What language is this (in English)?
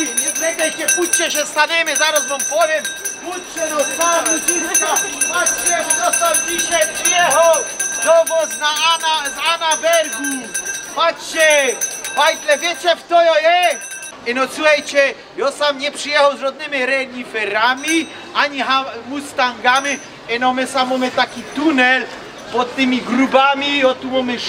Silesian